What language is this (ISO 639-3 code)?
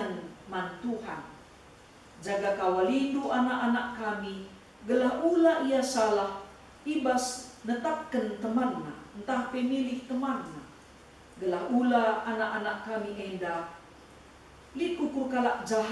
btx